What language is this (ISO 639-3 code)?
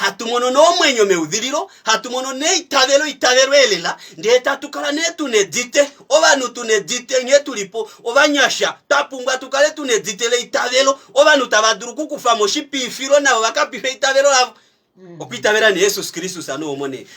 kua